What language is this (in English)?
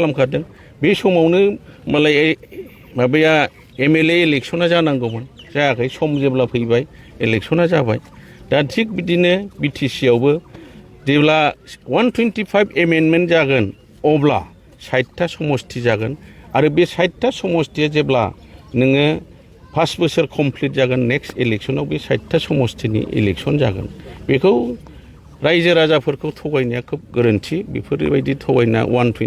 Bodo